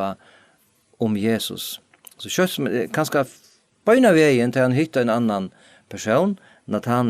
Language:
Faroese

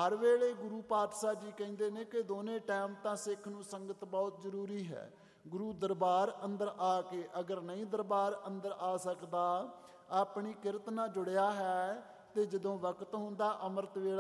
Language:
Punjabi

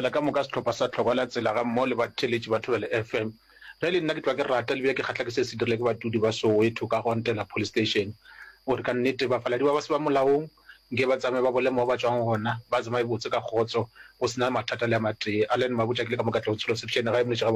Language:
Northern Sotho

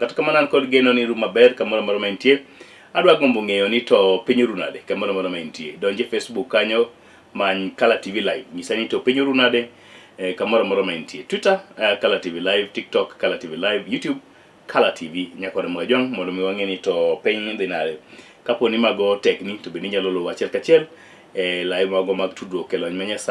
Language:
Luo (Kenya and Tanzania)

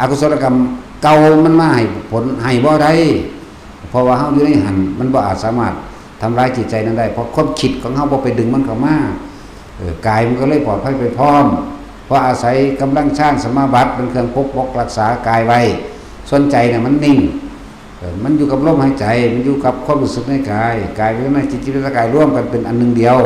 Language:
Northeastern Thai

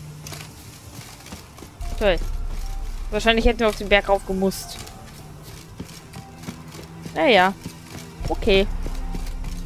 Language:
German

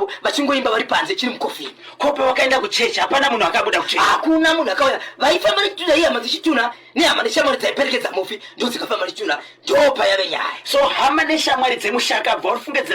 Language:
Shona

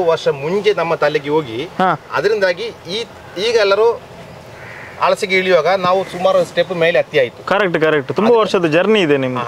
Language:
Kannada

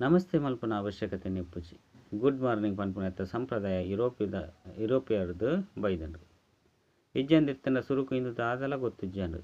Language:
Tulu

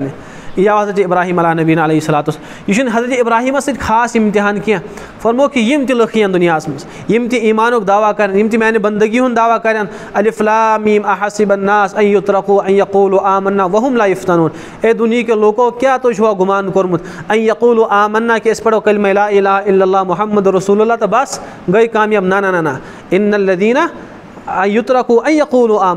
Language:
Kashmiri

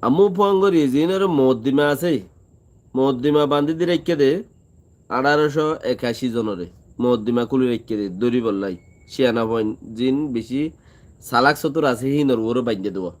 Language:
Rohingya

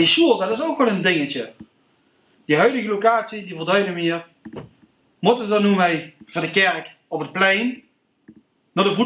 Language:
Limburgish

